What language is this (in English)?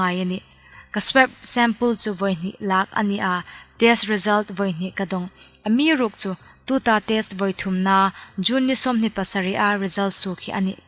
Hmar